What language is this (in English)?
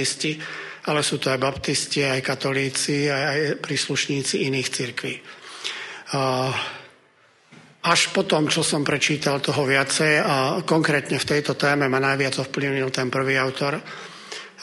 Slovak